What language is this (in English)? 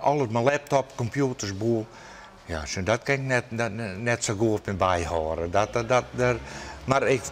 Western Frisian